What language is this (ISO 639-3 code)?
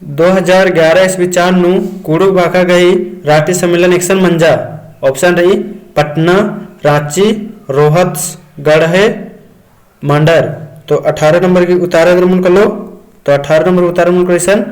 kru